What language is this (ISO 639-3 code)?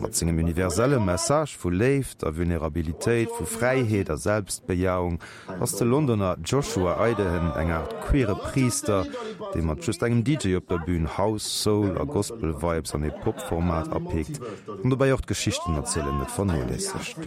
ltz